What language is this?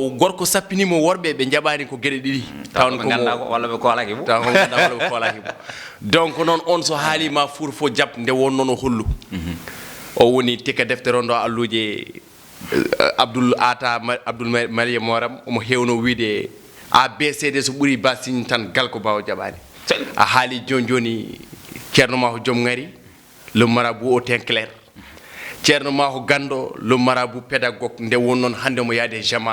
Fula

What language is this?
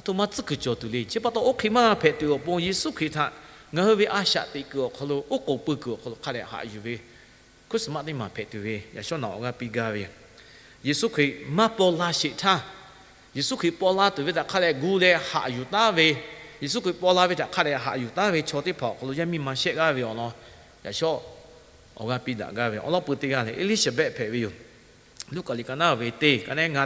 Lahu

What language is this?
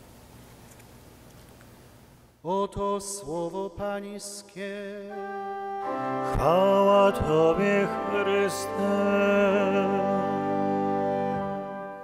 Polish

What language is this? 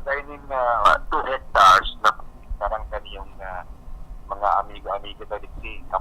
Bikol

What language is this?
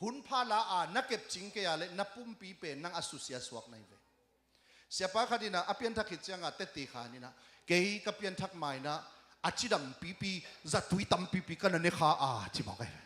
Tedim Chin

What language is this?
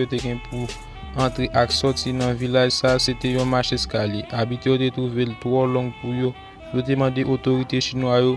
Haitian Creole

